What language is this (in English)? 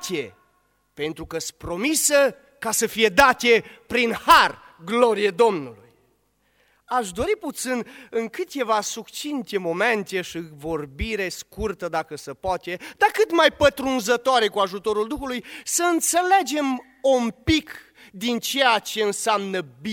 Romanian